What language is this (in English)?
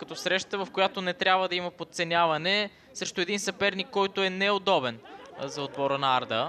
Bulgarian